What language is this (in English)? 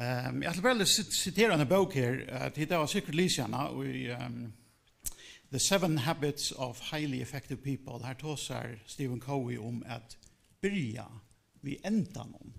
Faroese